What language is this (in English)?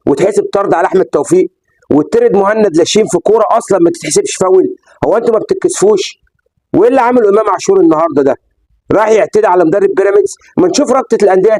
Egyptian Arabic